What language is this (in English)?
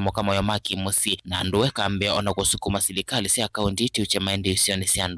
Kamba